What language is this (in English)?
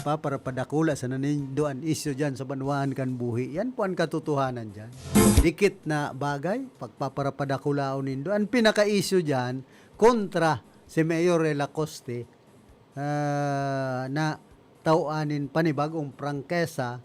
Bikol